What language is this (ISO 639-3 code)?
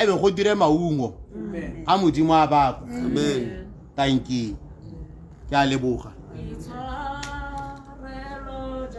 tsn